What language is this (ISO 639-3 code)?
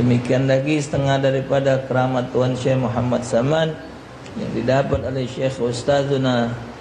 mui